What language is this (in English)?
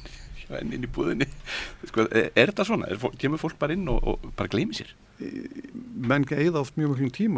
Icelandic